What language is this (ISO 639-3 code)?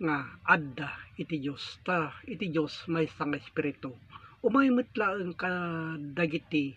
ilo